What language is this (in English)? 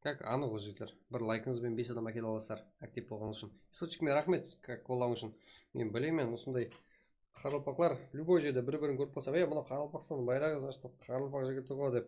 Kara-Kalpak